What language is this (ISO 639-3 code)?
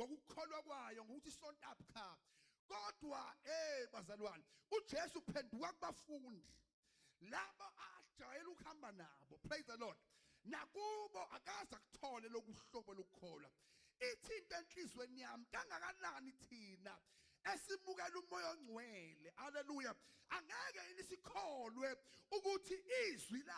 zul